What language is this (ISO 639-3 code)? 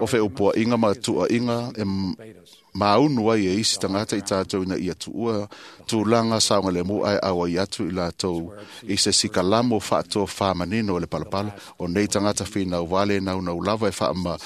smo